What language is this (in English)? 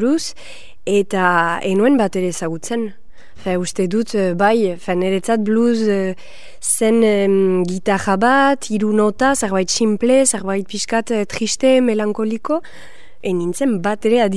Basque